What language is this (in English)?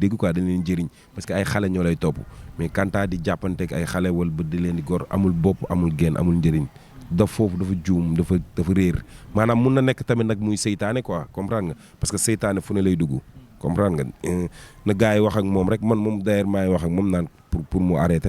Wolof